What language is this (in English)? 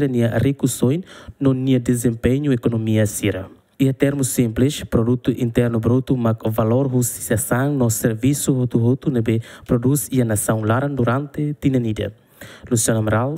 Tetum